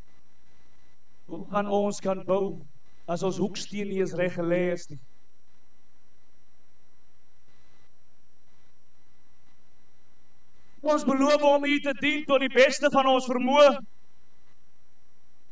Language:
Afrikaans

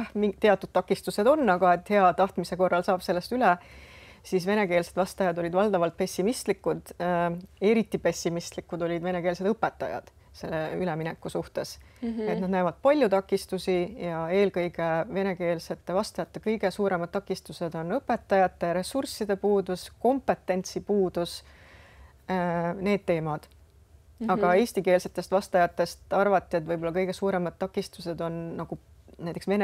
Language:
Estonian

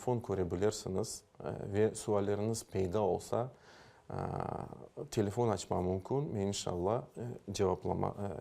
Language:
Crimean Tatar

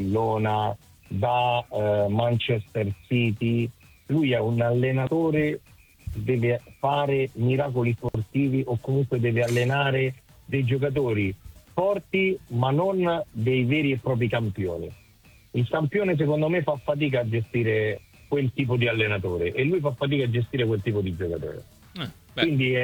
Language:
Italian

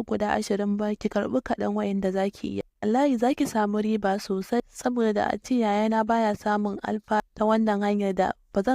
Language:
Hausa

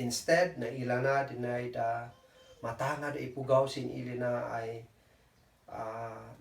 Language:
Kankanaey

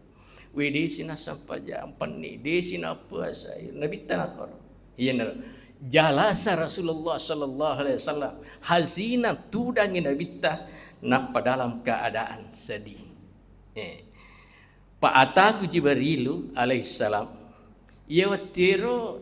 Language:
Buginese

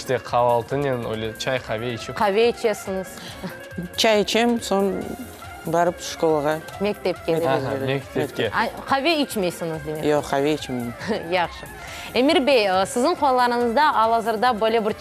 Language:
Crimean Tatar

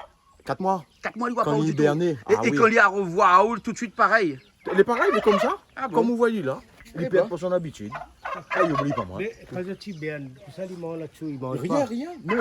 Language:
Réunion Creole French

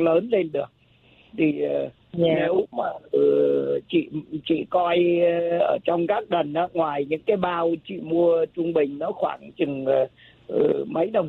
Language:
Vietnamese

